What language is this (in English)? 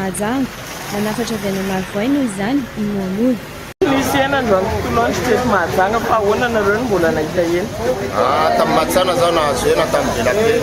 Malagasy